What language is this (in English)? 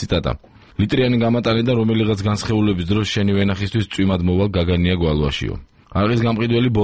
Georgian